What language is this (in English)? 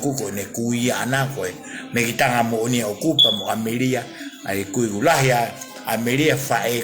Tongan